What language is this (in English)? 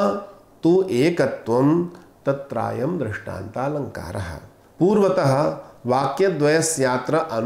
Sanskrit